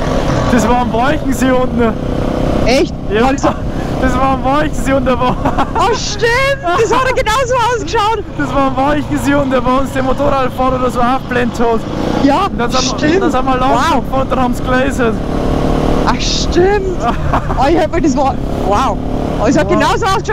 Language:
Bavarian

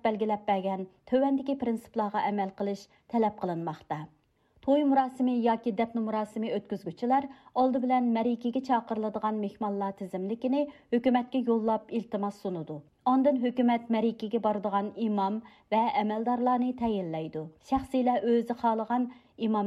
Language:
Uyghur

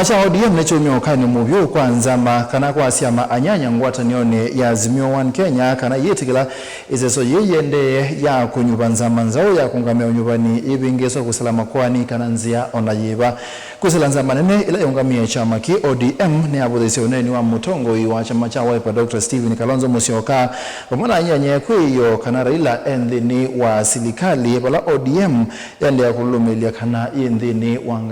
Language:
Kamba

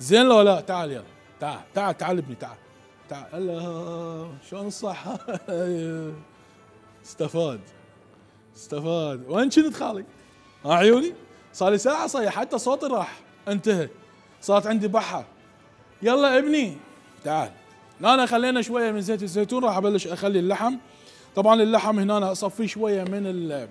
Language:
Mesopotamian Arabic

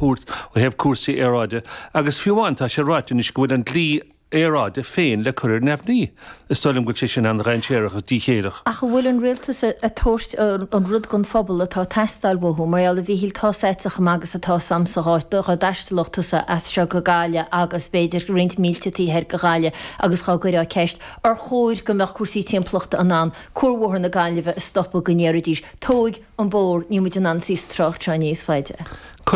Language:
Irish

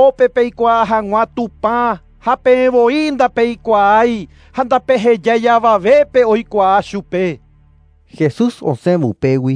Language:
Guarani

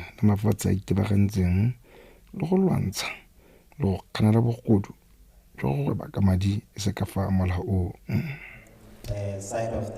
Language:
Tswana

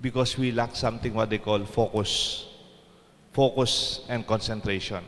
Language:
Pampanga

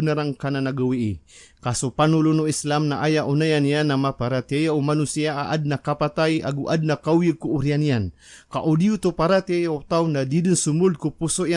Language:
Maranao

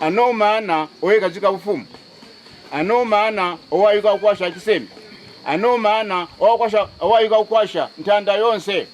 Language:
Kaonde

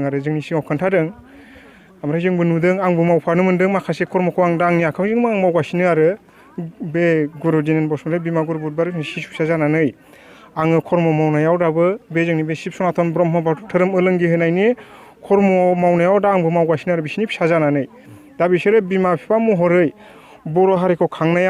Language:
Bodo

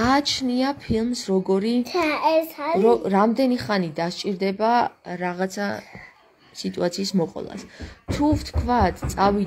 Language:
Georgian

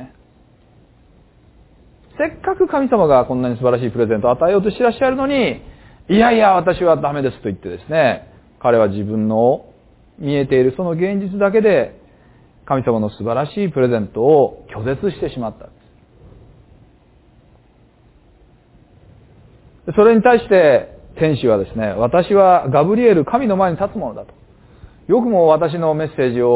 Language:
Japanese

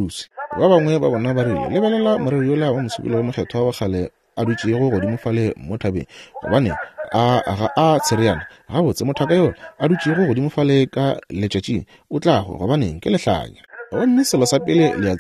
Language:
Northern Sotho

